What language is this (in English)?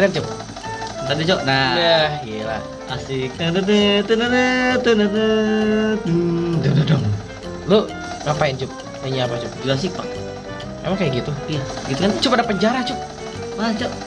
Indonesian